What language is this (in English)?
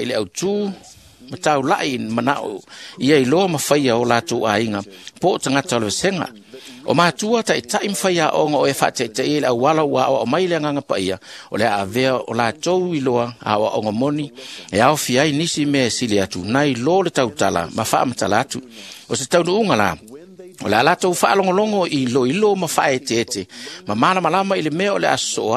Samoan